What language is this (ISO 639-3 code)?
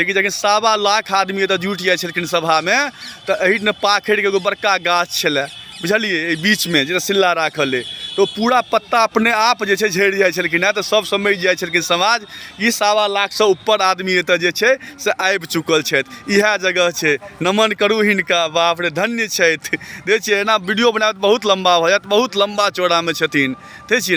mai